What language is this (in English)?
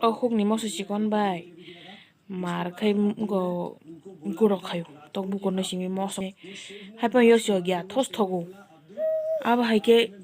Kok Borok